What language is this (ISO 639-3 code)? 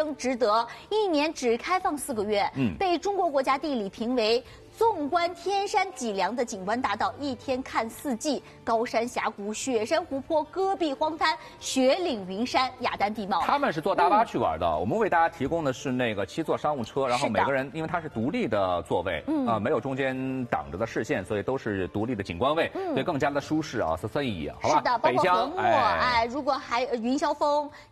zho